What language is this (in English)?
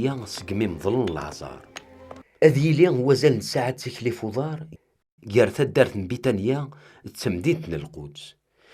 Kabyle